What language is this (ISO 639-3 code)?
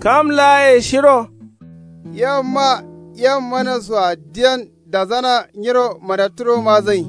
kau